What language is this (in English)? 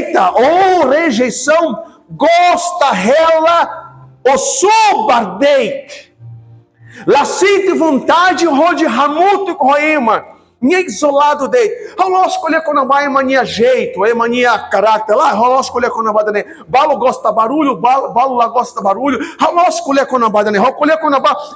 Tetum